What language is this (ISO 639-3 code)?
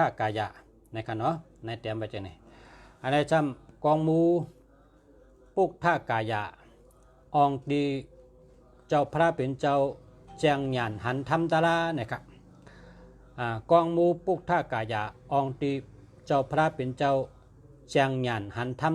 shn